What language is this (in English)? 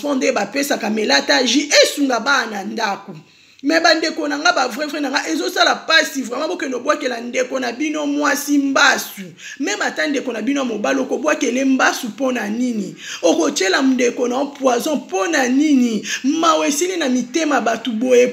Lingala